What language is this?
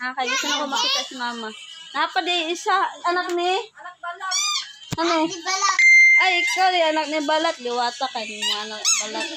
Cebuano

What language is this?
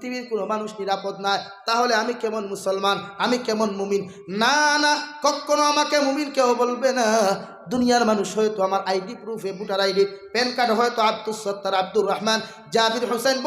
Sylheti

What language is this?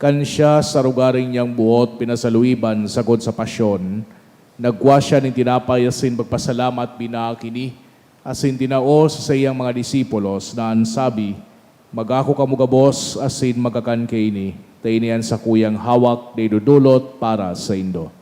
Bikol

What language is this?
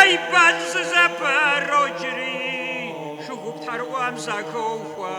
Kabardian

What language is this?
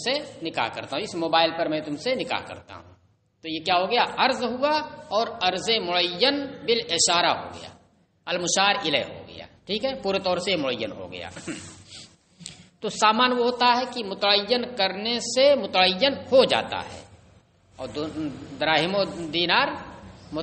Urdu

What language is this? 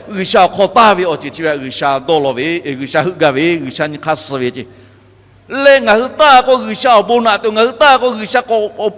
Lahu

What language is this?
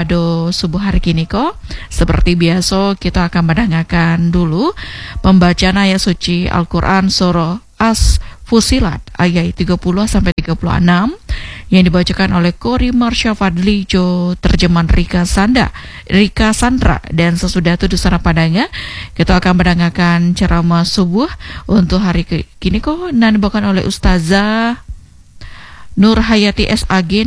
Indonesian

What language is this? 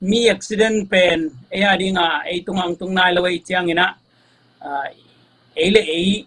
Tedim Chin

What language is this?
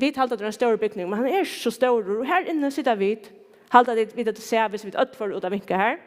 Faroese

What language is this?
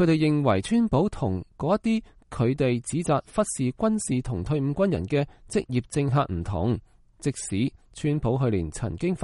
Cantonese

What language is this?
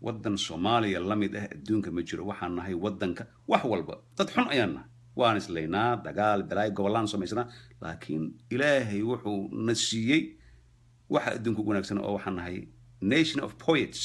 Somali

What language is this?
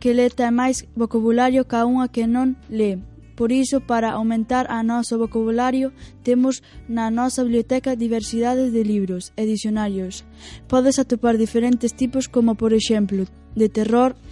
Galician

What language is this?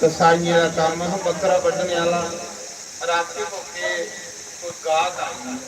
Dogri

